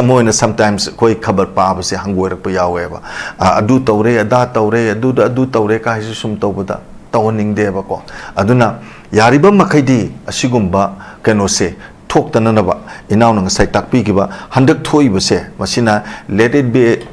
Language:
Manipuri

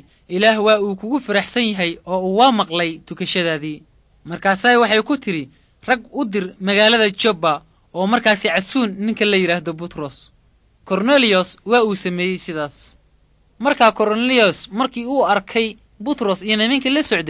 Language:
Somali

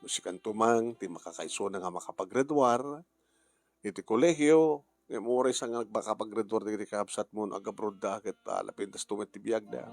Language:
Iloko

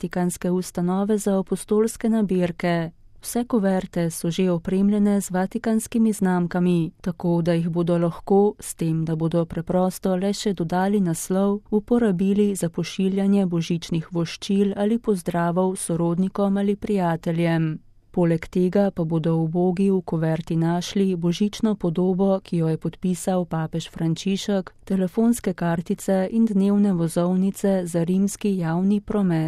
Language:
Slovenian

